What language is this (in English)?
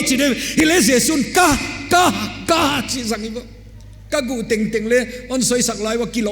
Paite Chin